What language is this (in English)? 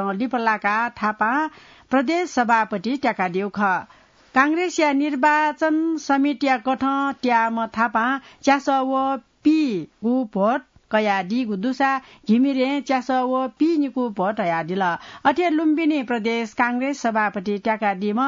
Newari